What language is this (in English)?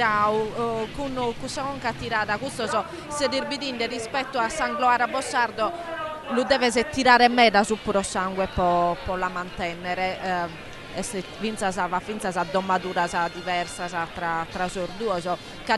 Sardinian